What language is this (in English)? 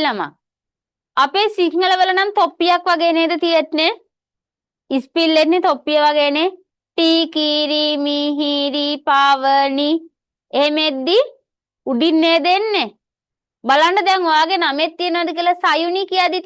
Sinhala